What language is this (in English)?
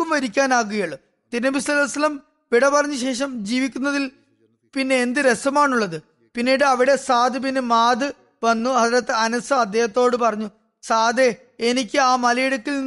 Malayalam